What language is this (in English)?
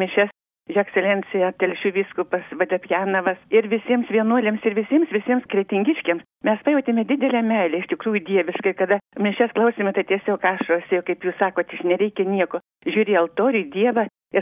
Lithuanian